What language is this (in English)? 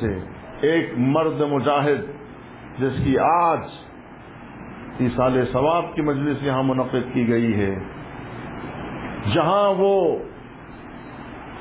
Urdu